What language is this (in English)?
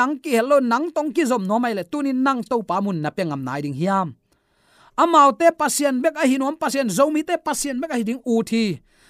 Tedim Chin